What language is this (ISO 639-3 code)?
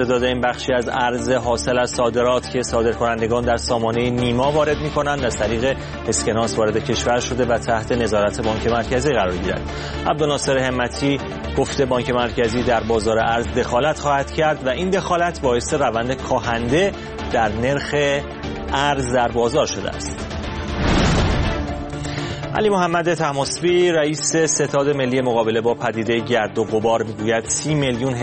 fas